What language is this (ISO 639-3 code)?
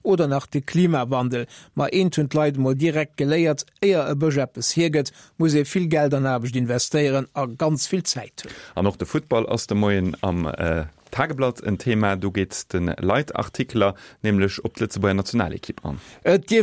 ltz